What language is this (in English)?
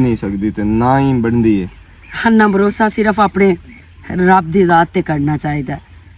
Western Panjabi